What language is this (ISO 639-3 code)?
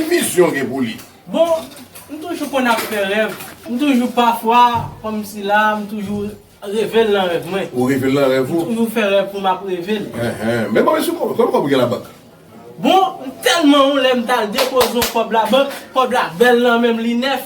hat